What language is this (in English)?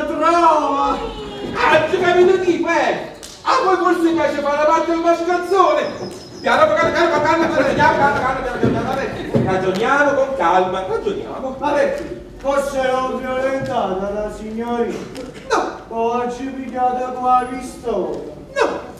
Neapolitan